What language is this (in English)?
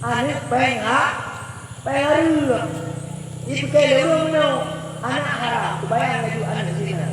Achinese